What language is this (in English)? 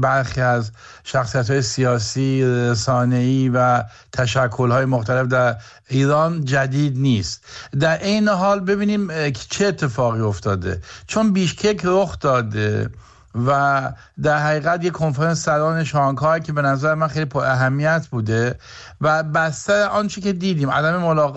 Persian